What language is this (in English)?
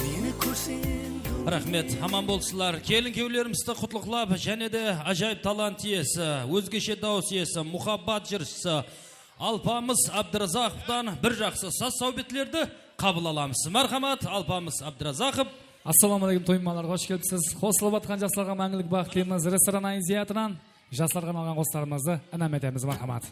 Kara-Kalpak